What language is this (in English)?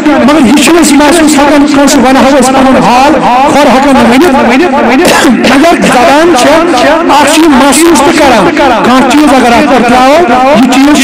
Kashmiri